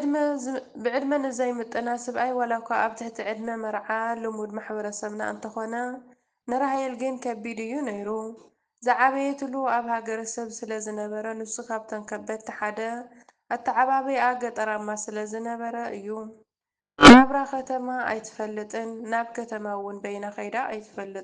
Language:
Tigrinya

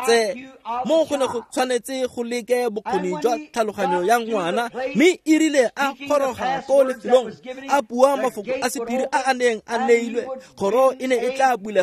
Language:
Tswana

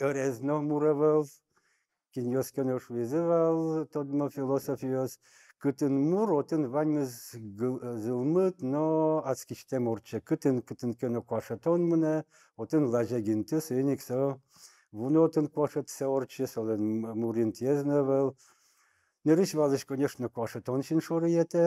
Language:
Udmurt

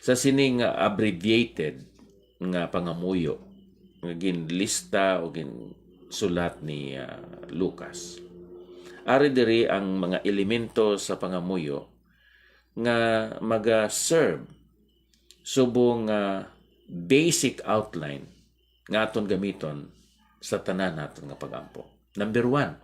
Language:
Hiligaynon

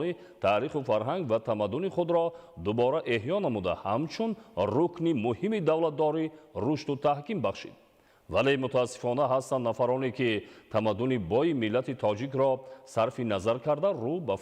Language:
Tajik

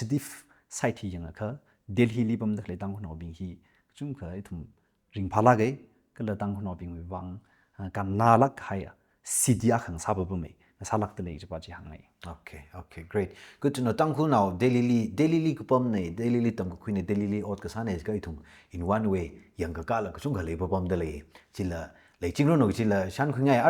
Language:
Tangkhul Naga (India)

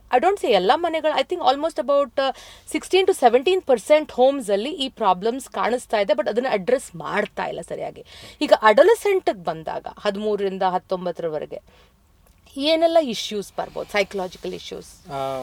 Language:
Kannada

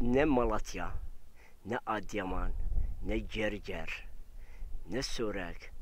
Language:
Zaza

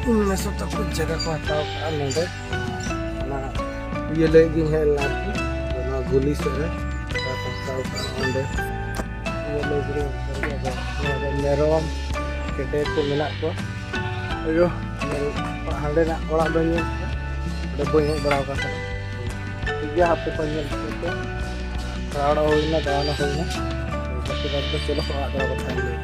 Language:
Santali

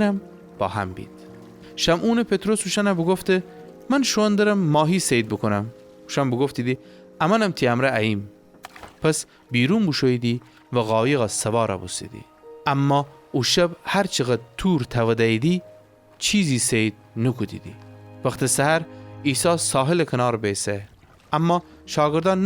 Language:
Gilaki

